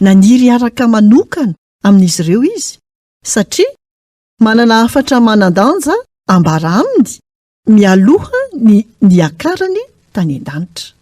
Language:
Malagasy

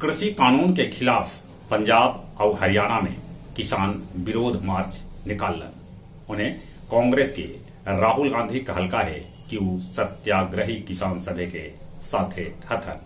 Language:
Magahi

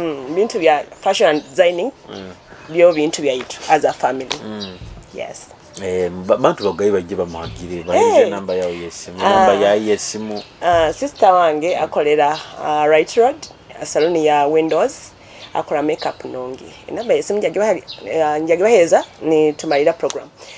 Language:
Nyoro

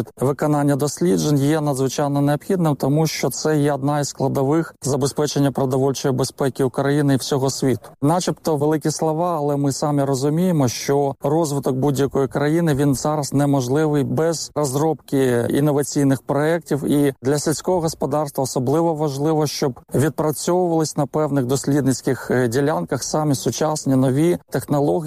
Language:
Ukrainian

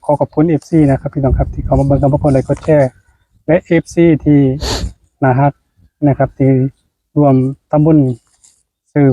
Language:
Northeastern Thai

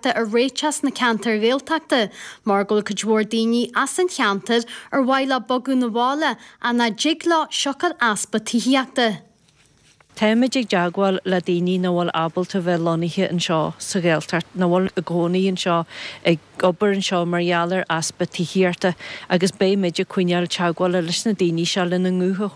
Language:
Irish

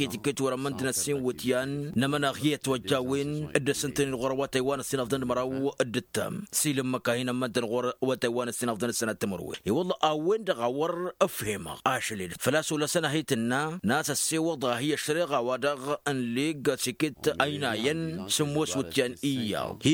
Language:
Tamasheq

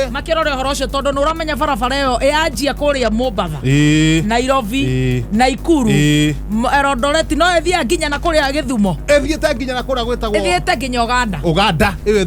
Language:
Kikuyu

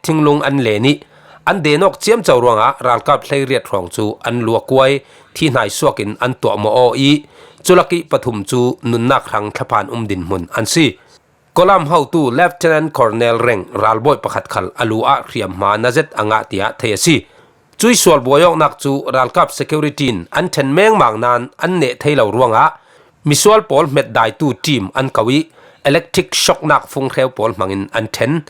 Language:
Falam Chin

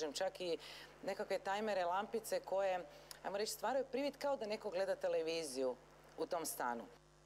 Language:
Croatian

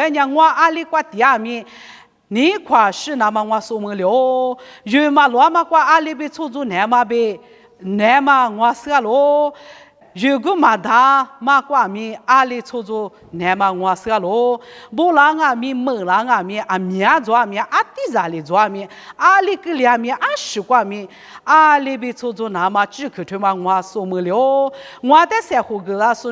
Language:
Lisu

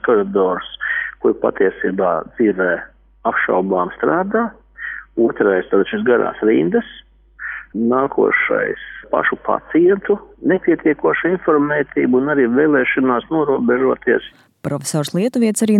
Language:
Latvian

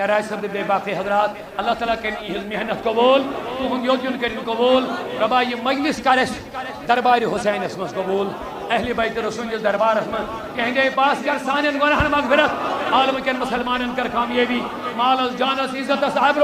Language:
Kashmiri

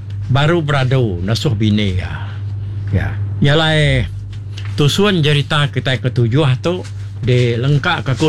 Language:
Iban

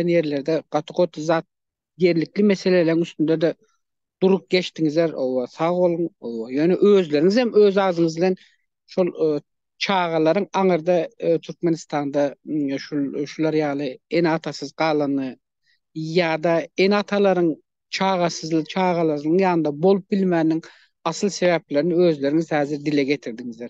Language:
Turkmen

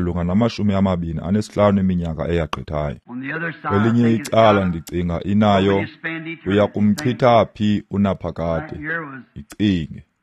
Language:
Xhosa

